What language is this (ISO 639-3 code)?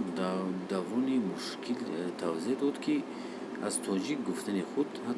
tgk